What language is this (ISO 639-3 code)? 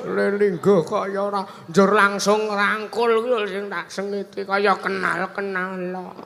jav